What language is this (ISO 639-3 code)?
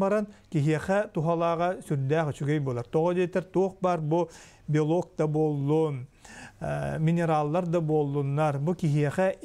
sah